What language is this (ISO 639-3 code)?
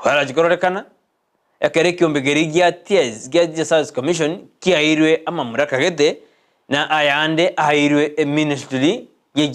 guz